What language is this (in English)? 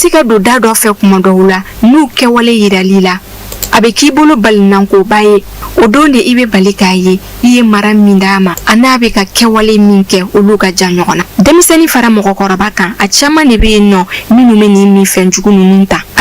Bambara